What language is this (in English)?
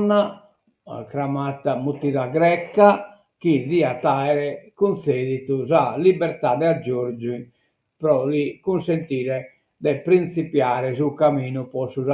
Sardinian